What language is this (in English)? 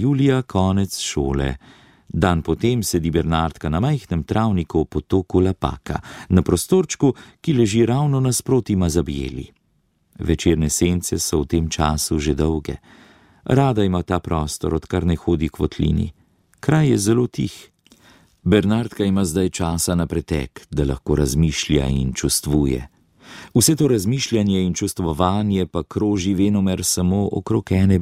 Slovenian